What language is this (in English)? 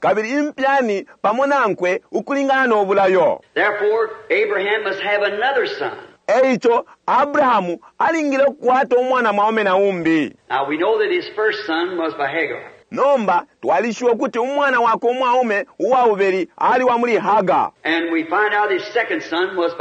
Bemba